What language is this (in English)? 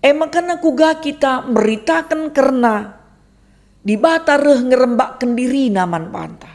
Batak Karo